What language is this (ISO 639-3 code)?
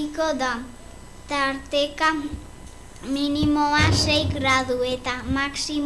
eus